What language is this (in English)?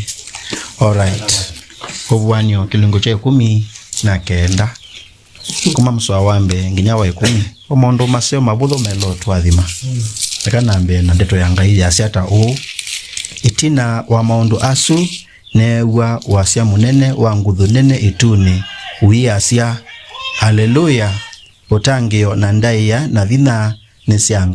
Kamba